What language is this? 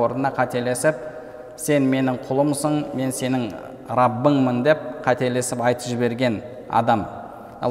Kazakh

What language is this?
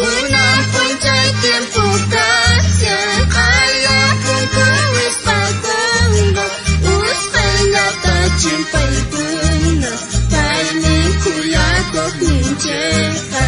South Bolivian Quechua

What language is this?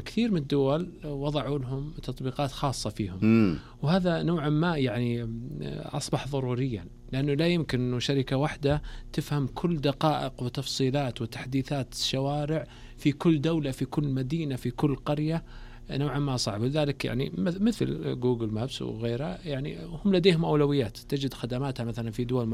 Najdi Arabic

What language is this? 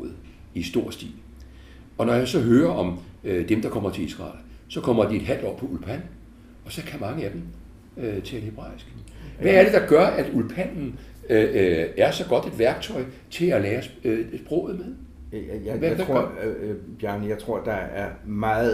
Danish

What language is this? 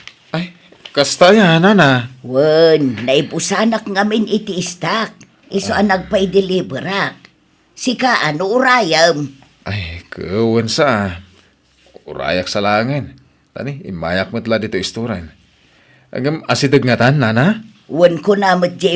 Iloko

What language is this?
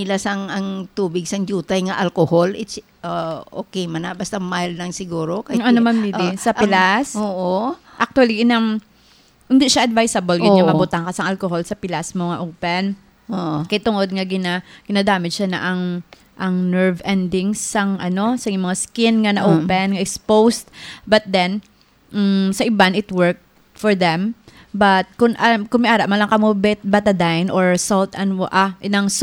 Hiligaynon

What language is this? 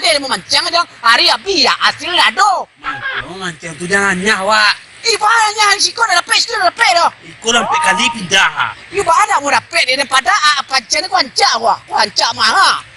Minangkabau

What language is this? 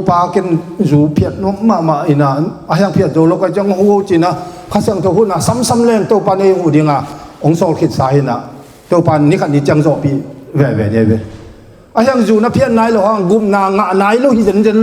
Tedim Chin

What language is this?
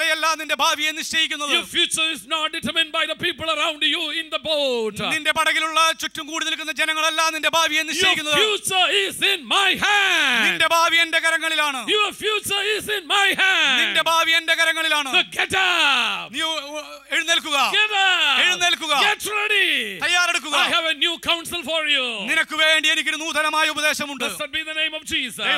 Malayalam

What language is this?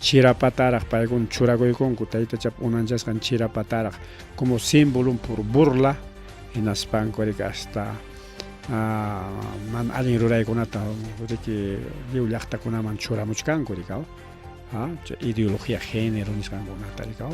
Ayacucho Quechua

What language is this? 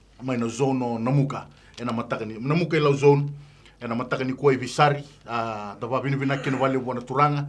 Fijian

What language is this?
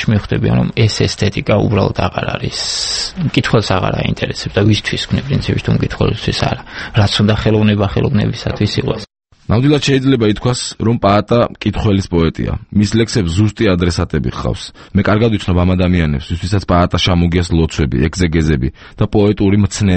Georgian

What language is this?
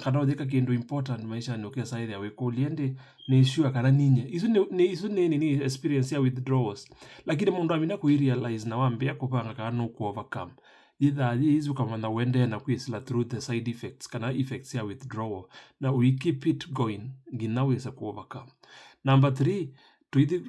Kamba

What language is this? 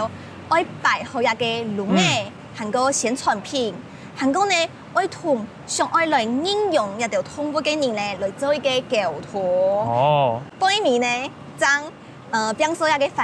Hakka Chinese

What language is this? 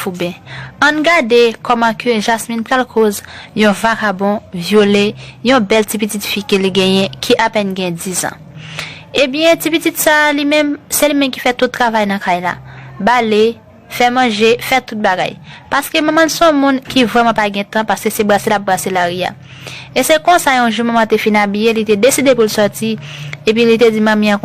Haitian Creole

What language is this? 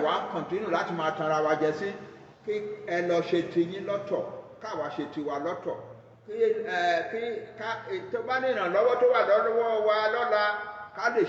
Yoruba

